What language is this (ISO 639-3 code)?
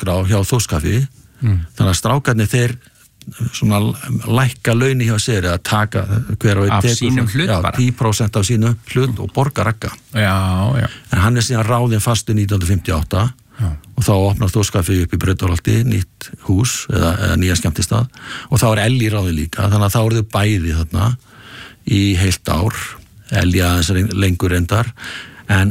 isl